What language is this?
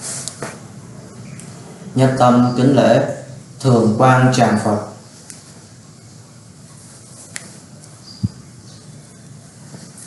Vietnamese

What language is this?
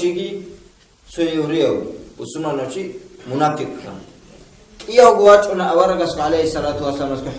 Avaric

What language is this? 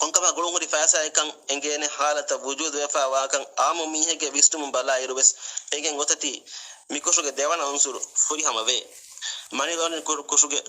Divehi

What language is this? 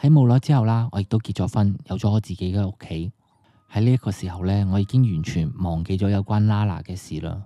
Cantonese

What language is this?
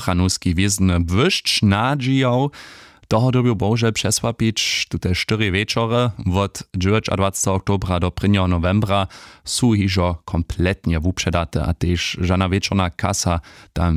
Upper Sorbian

